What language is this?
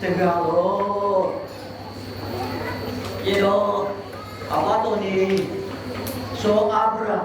S'gaw Karen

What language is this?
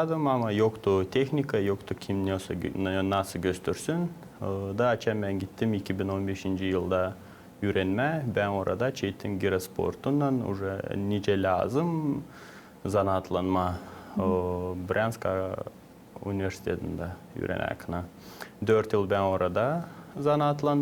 Gagauz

